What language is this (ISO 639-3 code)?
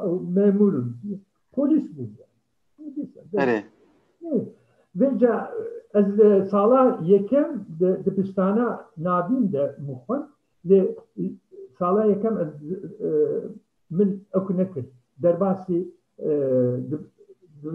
kur